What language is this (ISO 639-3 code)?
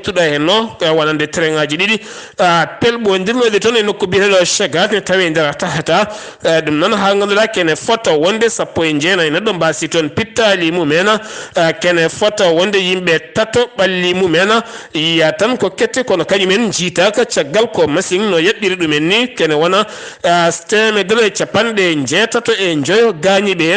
ful